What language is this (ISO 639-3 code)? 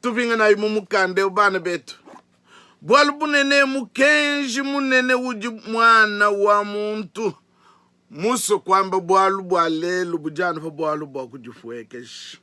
lua